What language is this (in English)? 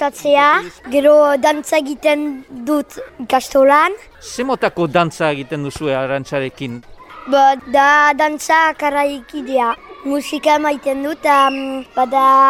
Basque